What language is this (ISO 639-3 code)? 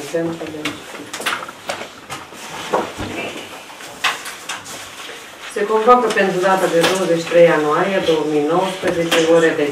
ron